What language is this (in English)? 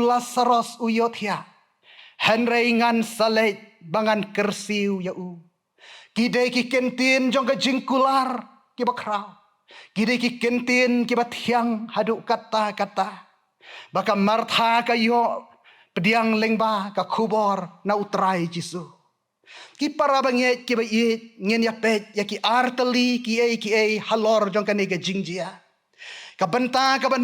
Khasi